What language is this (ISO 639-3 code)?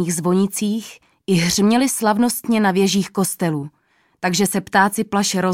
ces